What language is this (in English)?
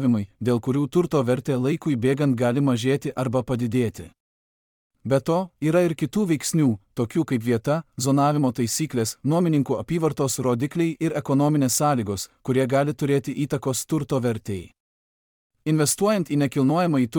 Lithuanian